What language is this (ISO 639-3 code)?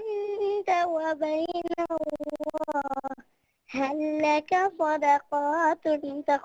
div